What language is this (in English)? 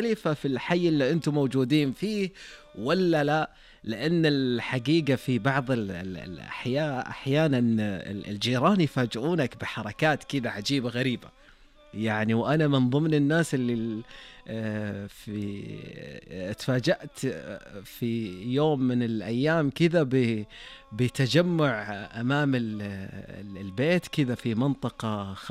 Najdi Arabic